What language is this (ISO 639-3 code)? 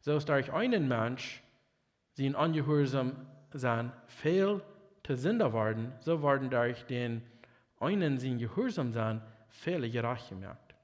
pdt